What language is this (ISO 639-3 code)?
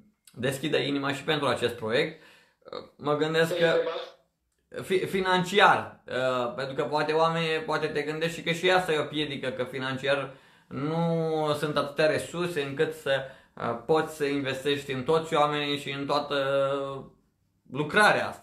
ron